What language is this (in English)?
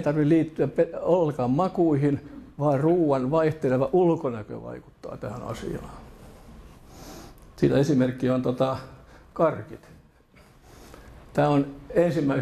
Finnish